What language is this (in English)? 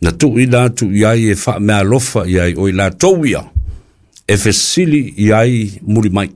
Samoan